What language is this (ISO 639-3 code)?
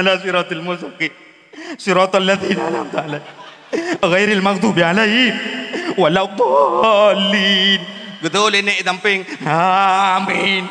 ace